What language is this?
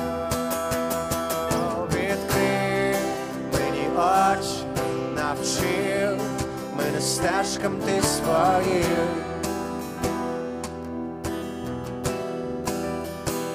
Ukrainian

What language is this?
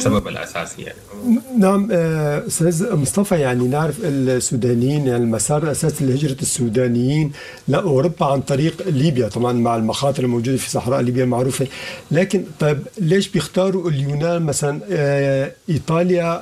Sudanese Arabic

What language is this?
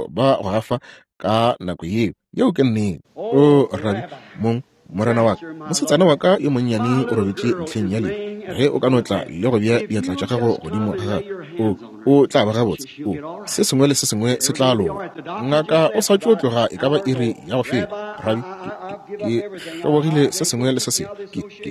Northern Sotho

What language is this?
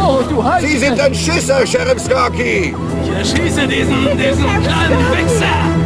Bavarian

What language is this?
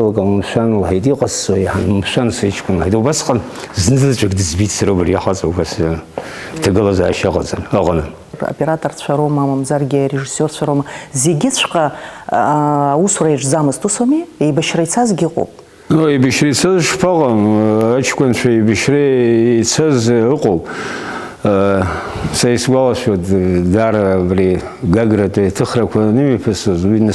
Abkhazian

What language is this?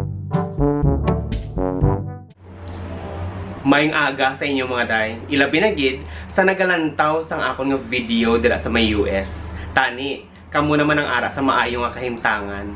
Hiligaynon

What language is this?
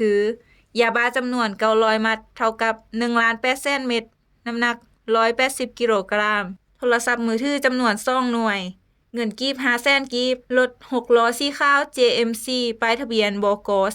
Lao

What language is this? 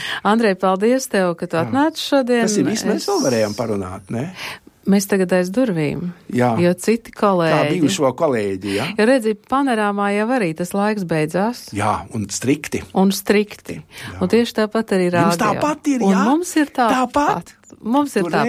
Latvian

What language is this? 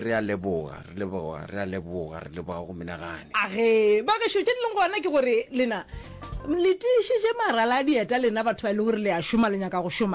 Northern Sotho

